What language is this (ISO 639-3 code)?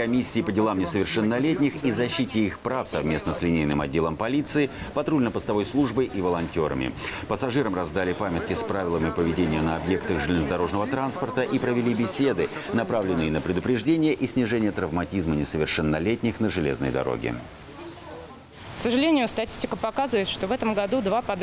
rus